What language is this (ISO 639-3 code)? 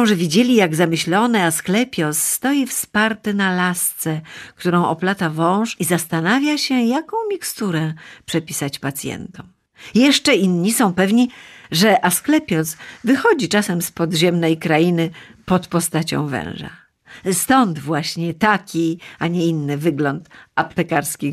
pol